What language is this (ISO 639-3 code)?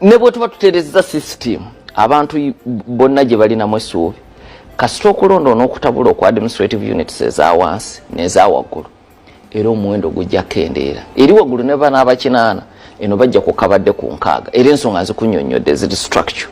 lug